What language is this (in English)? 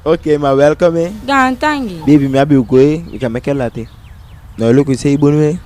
Eastern Maroon Creole